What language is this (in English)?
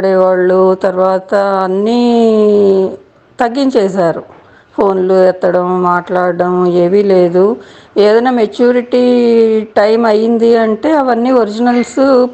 Telugu